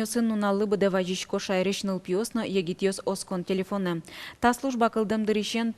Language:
Udmurt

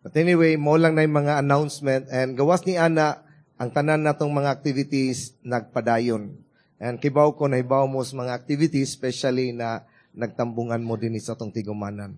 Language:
Cebuano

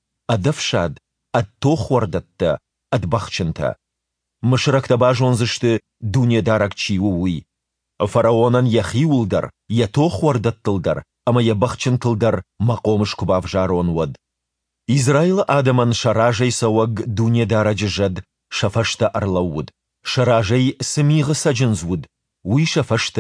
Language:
Ossetic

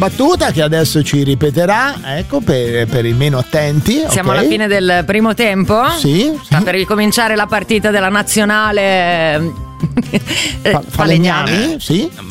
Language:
Italian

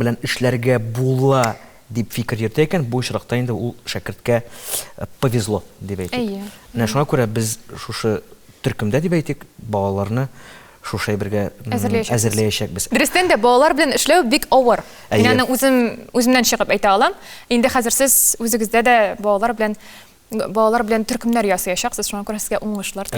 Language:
Tatar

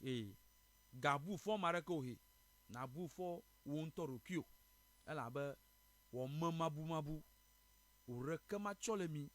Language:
Ewe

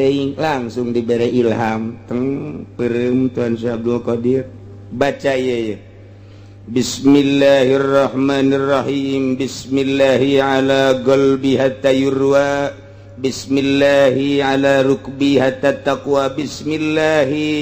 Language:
Sundanese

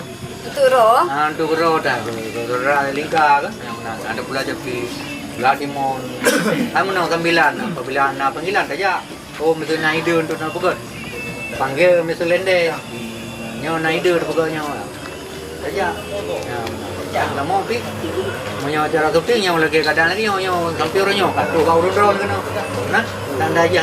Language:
Achinese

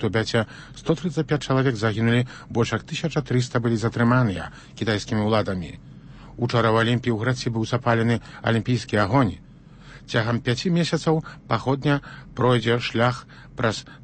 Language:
Belarusian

